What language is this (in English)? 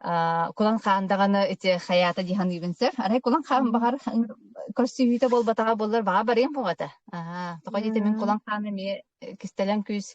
Yakut